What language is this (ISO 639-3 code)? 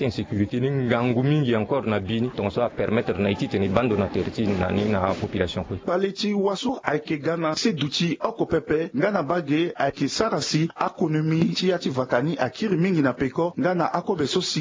sag